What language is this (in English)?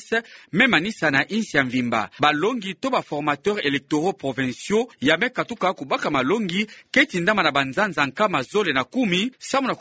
Kituba (Democratic Republic of Congo)